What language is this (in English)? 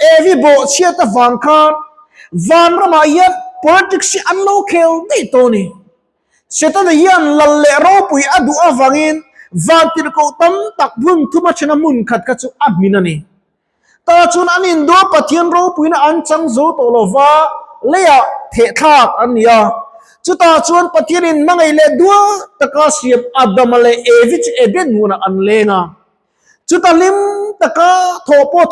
Mizo